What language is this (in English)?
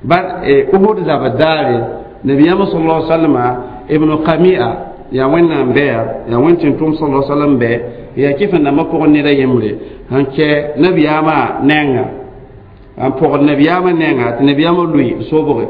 Mossi